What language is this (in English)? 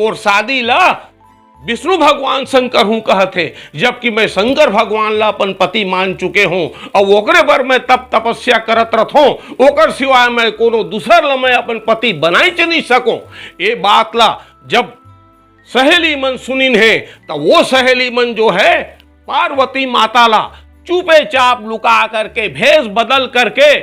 Chhattisgarhi